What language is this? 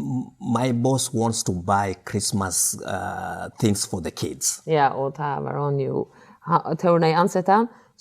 Faroese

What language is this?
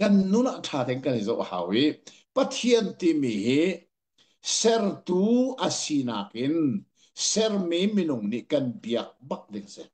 Hakha Chin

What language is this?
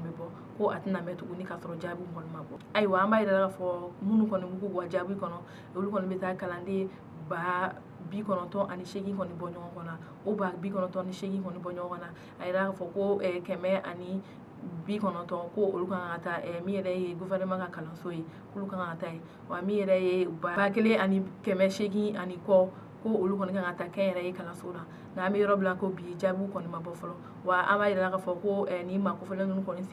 Bambara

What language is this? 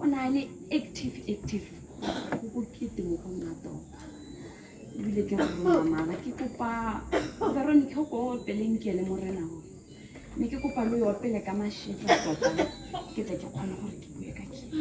Tswana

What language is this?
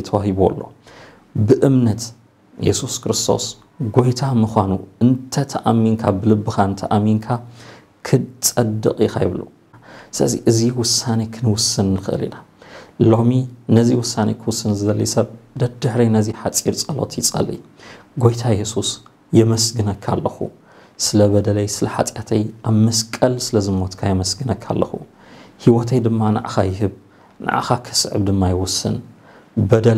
Tigrinya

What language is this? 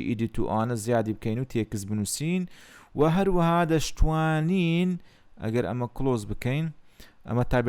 Central Kurdish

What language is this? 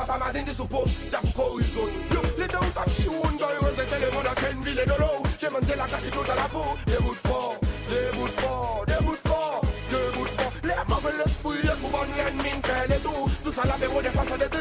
Seselwa Creole French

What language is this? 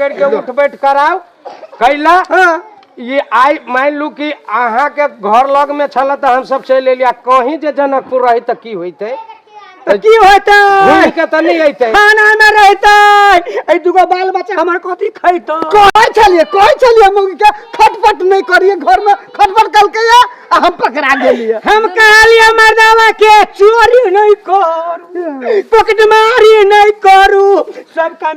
Maithili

